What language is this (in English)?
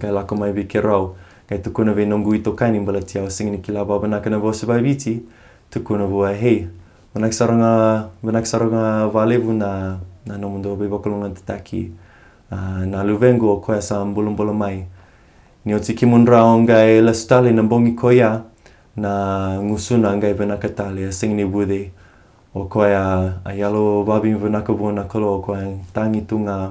Fijian